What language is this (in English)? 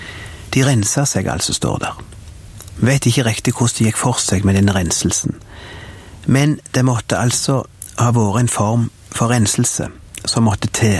Norwegian